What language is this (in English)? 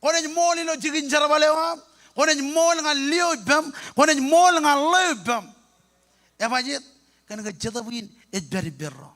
Marshallese